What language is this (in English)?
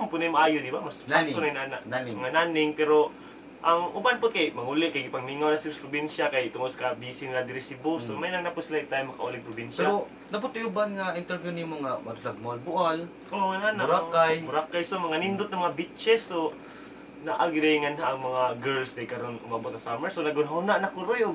Cebuano